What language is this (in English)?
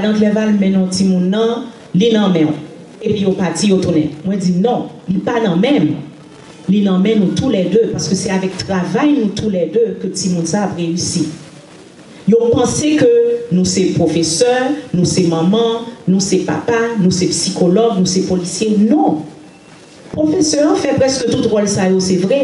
Haitian Creole